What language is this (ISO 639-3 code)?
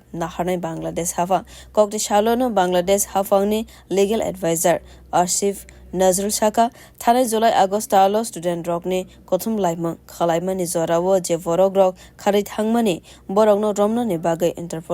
trp